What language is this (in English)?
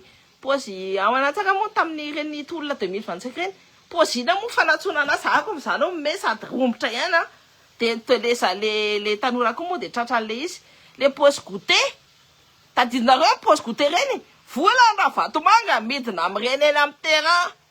Malagasy